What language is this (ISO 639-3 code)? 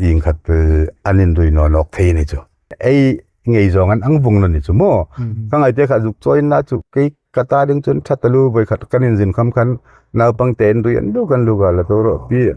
hmr